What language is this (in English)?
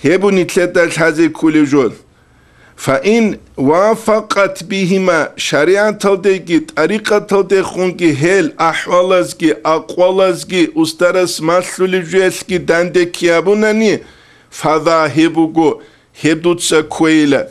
Avaric